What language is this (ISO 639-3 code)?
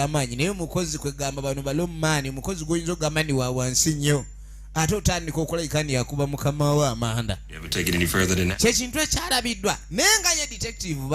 lug